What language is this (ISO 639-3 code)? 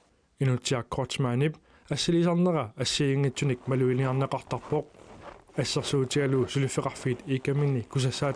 kal